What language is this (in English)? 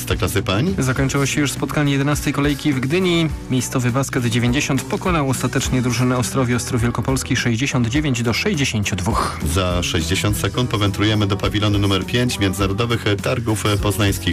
Polish